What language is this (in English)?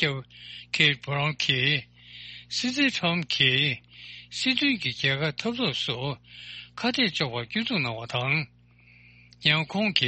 Tibetan